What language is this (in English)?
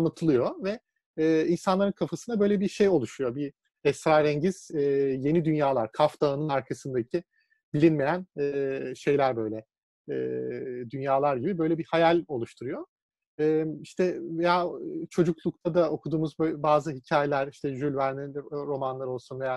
Turkish